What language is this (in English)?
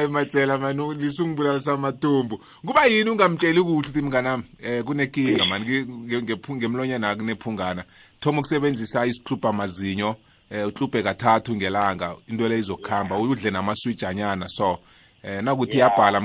South Ndebele